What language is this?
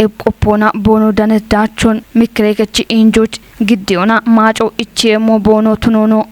Kafa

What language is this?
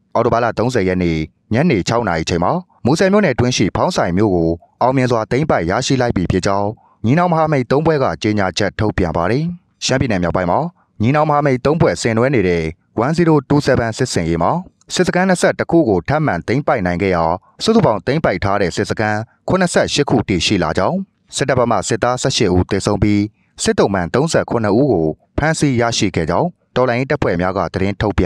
Burmese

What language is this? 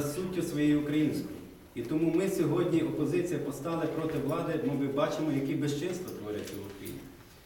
Ukrainian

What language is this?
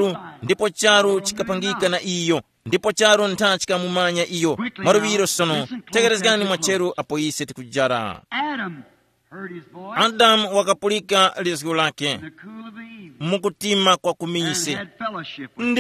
Tumbuka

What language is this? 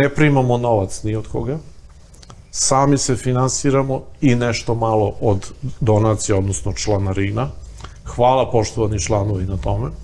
Serbian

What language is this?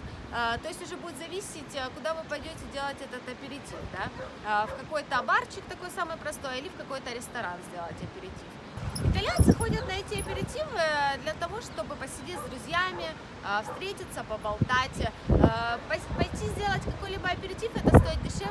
Russian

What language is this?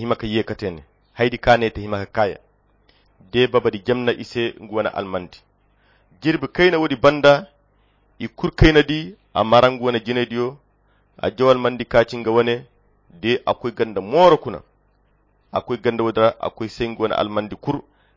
Koyra Chiini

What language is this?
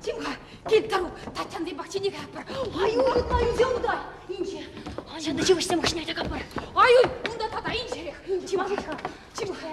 Chuvash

